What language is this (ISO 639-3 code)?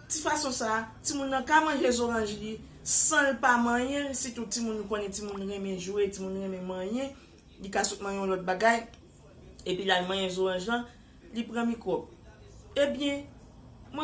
hat